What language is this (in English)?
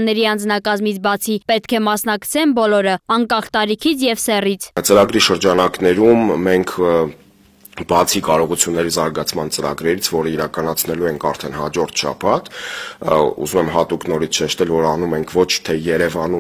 Armenian